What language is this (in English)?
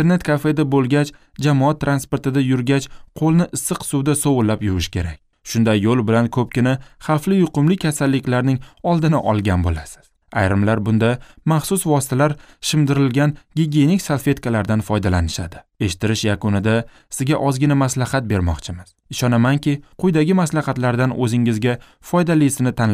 Uzbek